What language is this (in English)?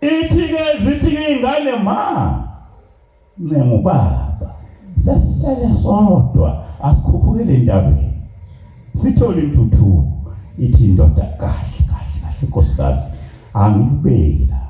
Zulu